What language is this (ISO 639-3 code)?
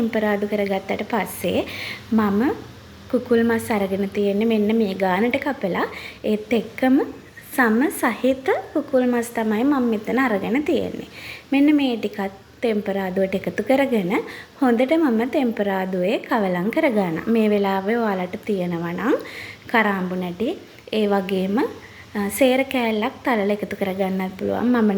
sin